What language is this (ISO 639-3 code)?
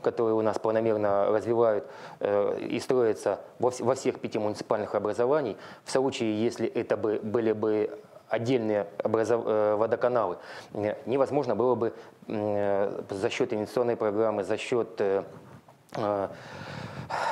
rus